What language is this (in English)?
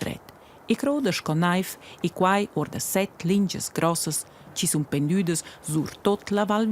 Romansh